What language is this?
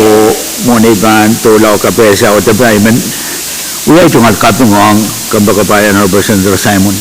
Pohnpeian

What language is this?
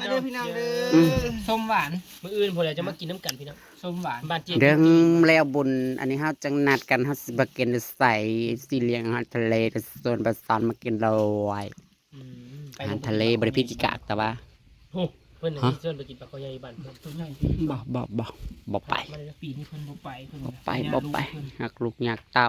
Northeastern Thai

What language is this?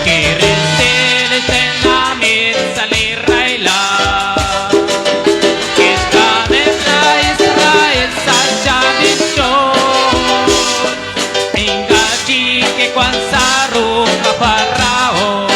Kekchí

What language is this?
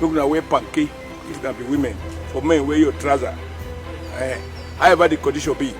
Nigerian Pidgin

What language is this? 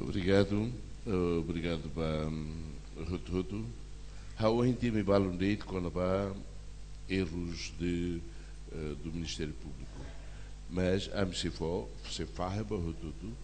Tetum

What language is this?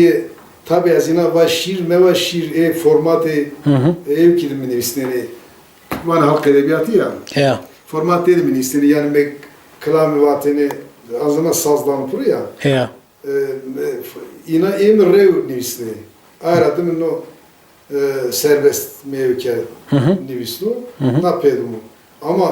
Zaza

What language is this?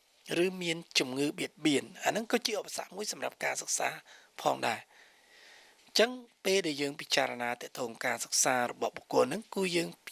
Khmer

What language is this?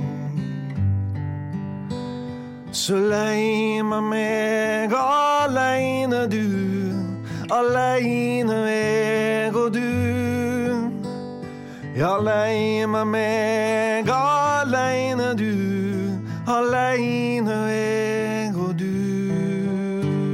Norwegian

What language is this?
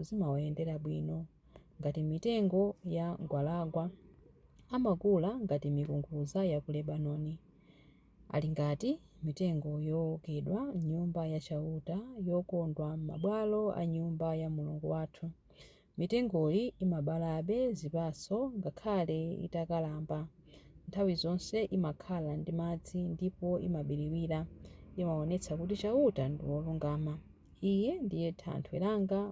Nyanja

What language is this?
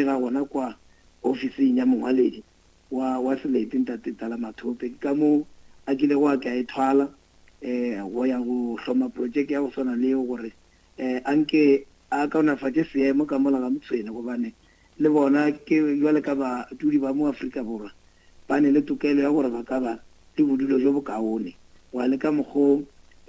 Northern Sotho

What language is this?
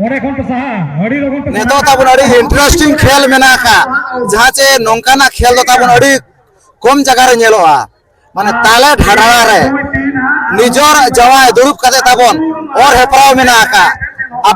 Santali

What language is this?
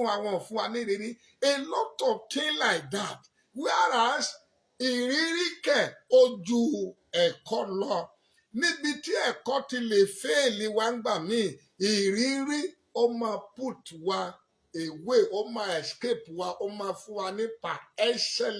Yoruba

